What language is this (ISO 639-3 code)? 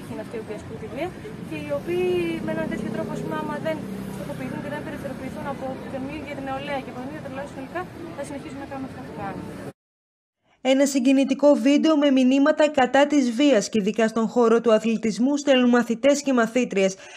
ell